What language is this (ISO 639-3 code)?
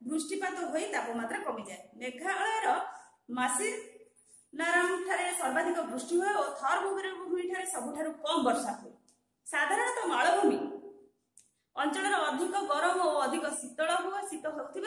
ori